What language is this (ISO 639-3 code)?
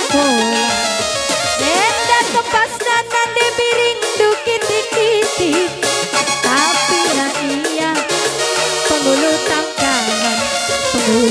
btx